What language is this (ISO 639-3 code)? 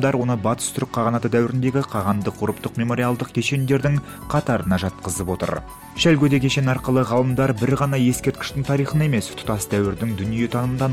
kaz